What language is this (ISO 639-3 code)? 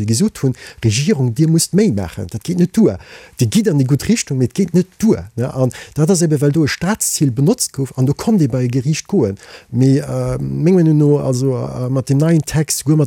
ltz